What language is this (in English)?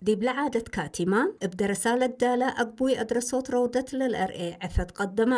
Tigre